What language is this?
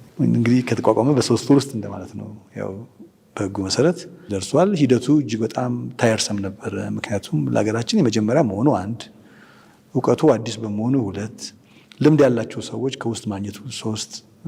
Amharic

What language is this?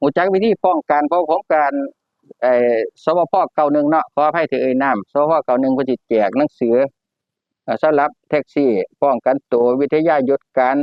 Northeastern Thai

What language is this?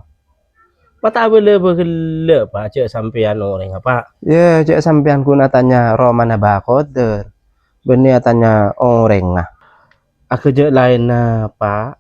Madurese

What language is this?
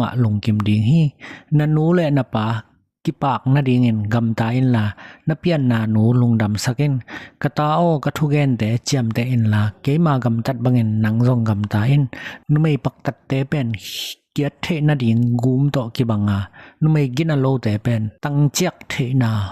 Tedim Chin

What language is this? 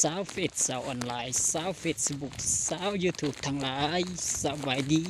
Lao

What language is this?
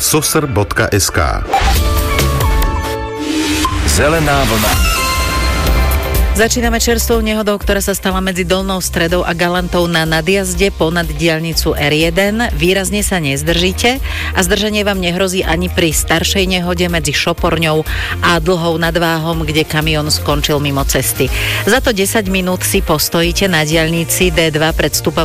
Slovak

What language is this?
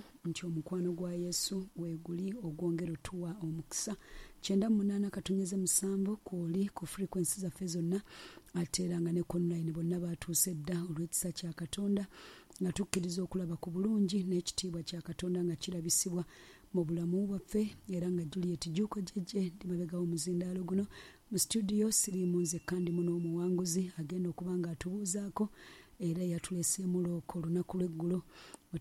Ganda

